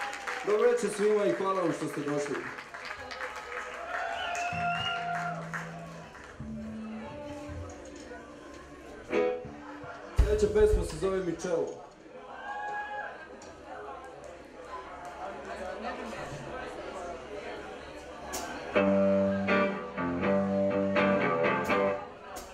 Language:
Serbian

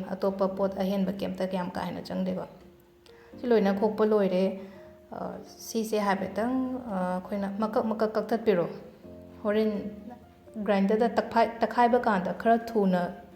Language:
Manipuri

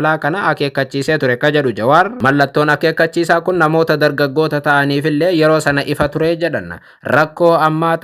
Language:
Oromo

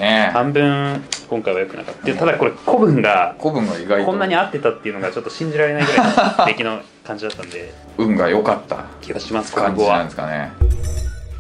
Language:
Japanese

